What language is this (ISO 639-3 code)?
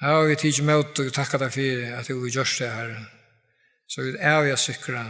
fao